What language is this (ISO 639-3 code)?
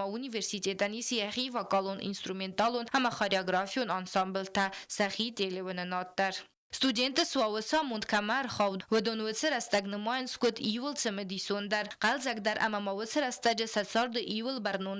oss